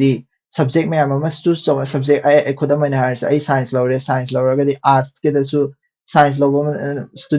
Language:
Manipuri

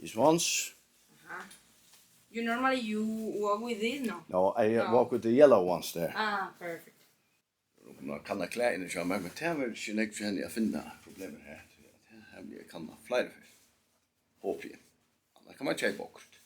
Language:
Faroese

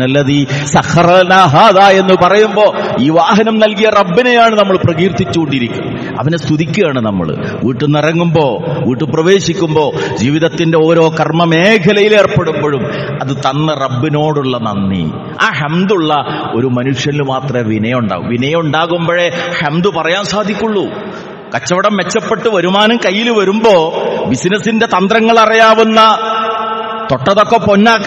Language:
Malayalam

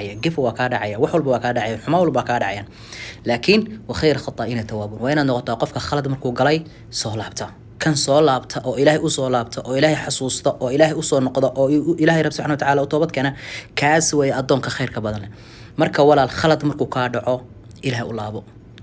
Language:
Somali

